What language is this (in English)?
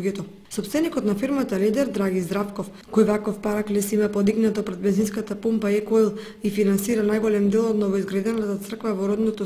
Macedonian